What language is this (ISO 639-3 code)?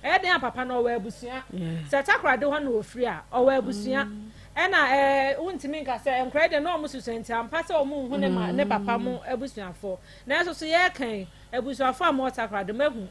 aka